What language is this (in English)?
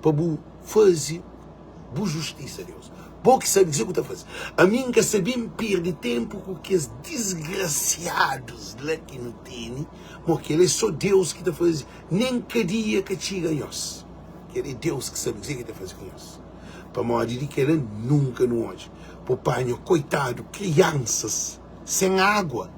Kabuverdianu